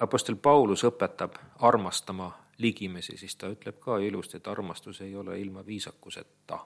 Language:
Estonian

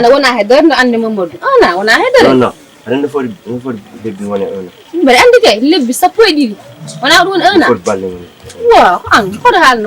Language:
Fula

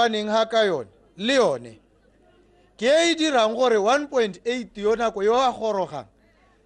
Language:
Tswana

